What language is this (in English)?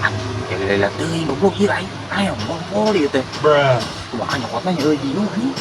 Sundanese